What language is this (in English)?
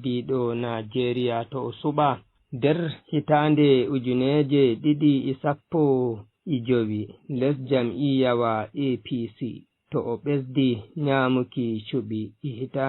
Fula